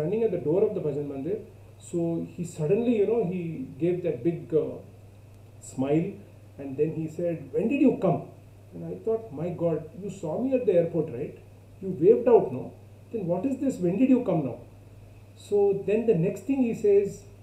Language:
English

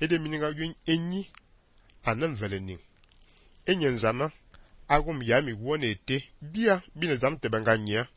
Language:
Fang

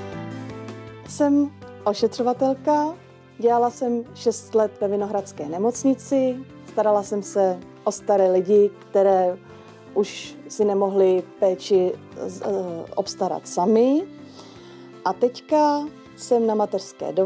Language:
Czech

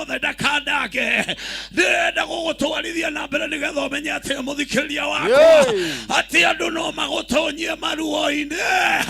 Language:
Kikuyu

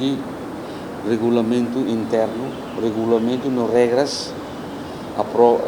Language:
Tetum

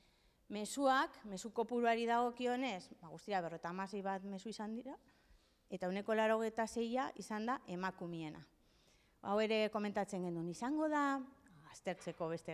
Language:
Basque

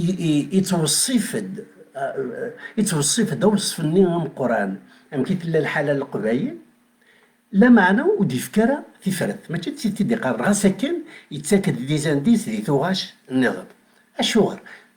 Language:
Kabyle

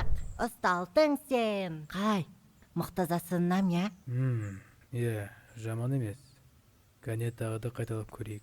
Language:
Kazakh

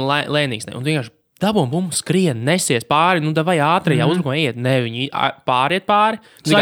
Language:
Latvian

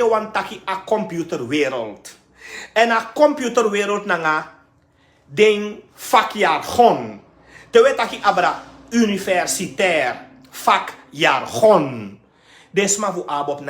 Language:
Sranan Tongo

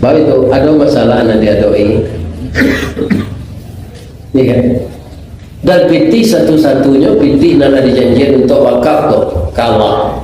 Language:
Minangkabau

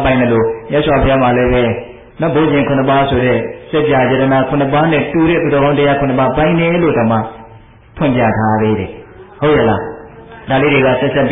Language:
Burmese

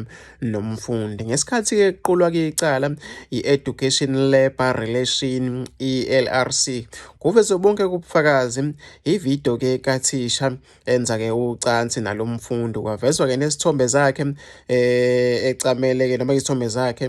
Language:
Zulu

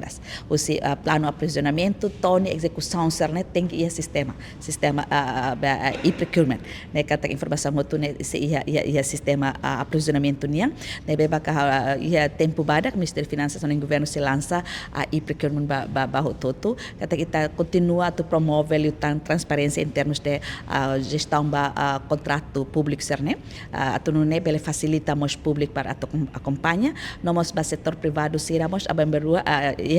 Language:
Tetum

